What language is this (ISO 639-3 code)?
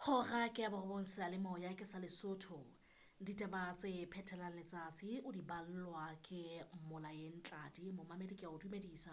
sot